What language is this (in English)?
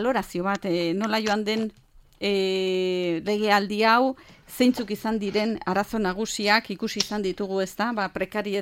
Basque